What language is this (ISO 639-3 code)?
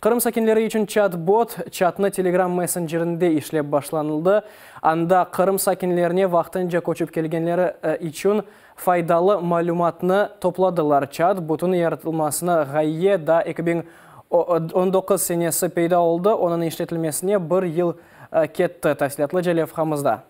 crh